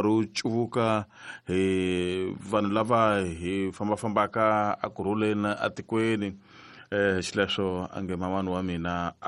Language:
Tsonga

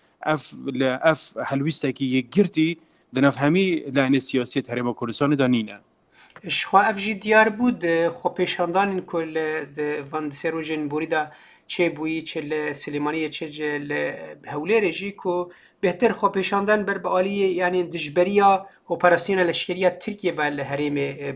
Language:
Kurdish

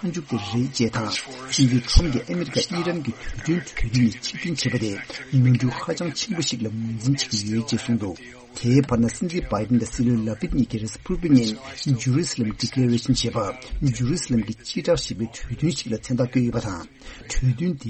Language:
Tibetan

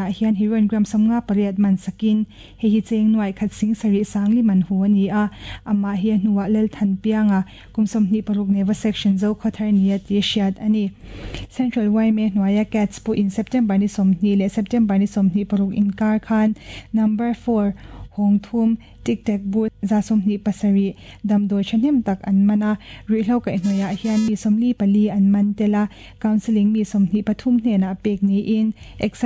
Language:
Mizo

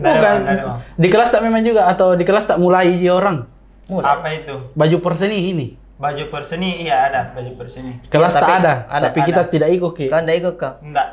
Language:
Makassar Malay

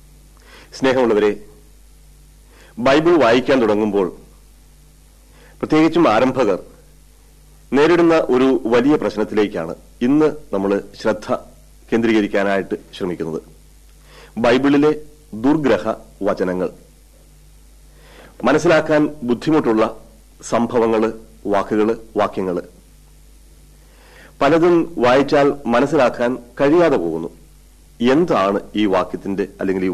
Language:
Malayalam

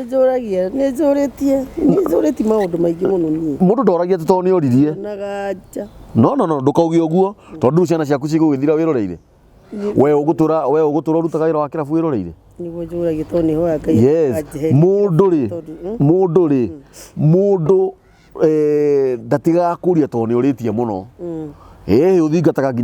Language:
Kikuyu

